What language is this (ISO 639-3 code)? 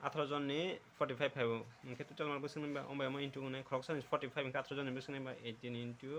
trp